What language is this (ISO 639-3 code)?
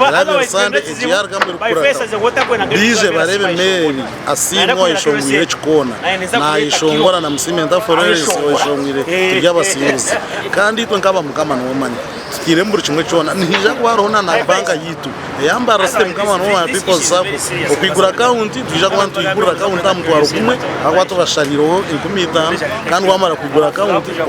nyn